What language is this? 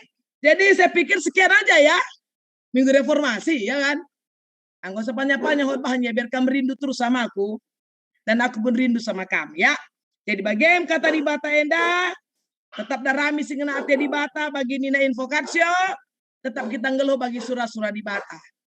Batak Karo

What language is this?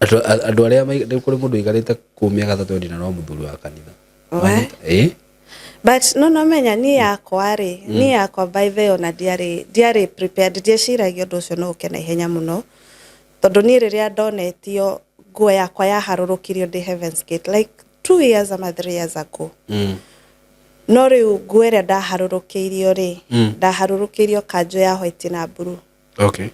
Kikuyu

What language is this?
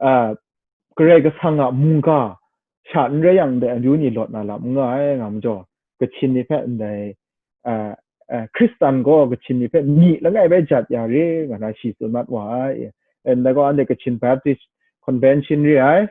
Kachin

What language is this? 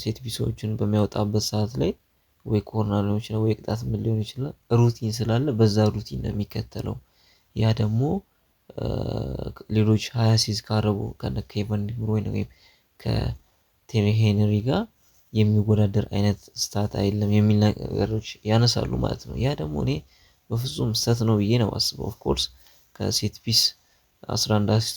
Amharic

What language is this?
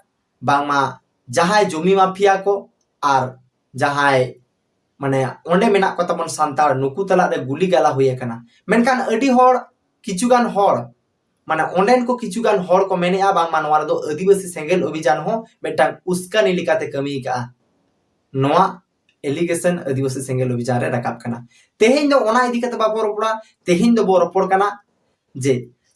Santali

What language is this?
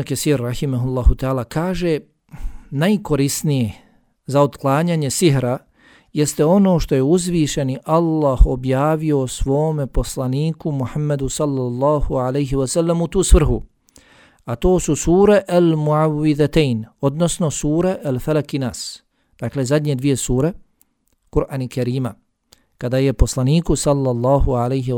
Bosnian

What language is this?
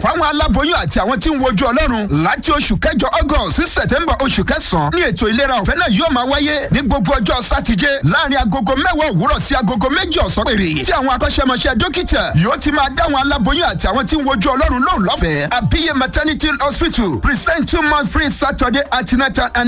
Yoruba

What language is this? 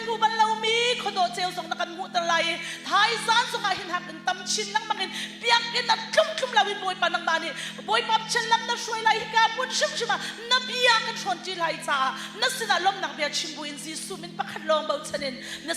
Hakha Chin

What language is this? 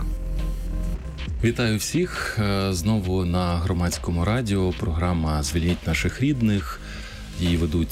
Ukrainian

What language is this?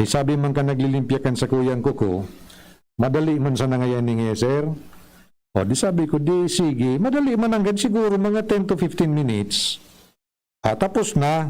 Bikol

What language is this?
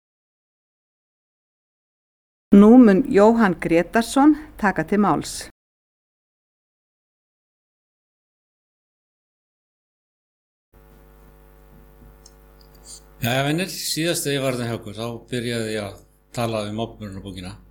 Icelandic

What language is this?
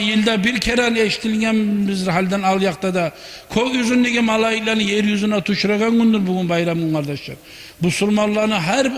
Kumyk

